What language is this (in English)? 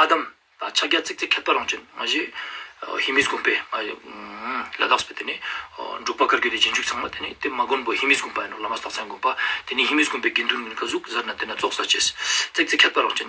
Ladakhi